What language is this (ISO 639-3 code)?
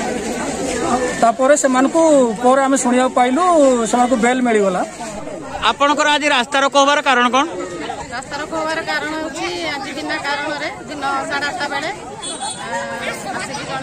ori